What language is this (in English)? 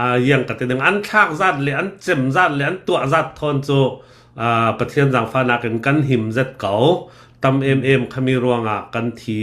Hakha Chin